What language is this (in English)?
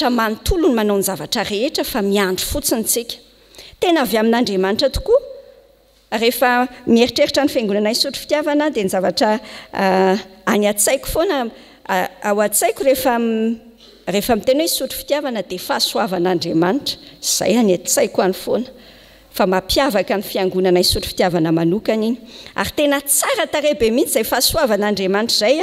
Malagasy